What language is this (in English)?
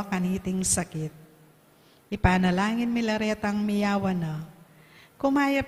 Pampanga